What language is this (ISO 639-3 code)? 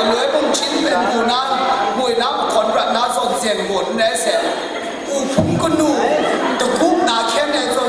kac